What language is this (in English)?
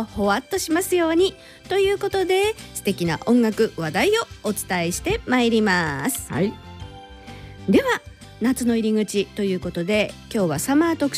Japanese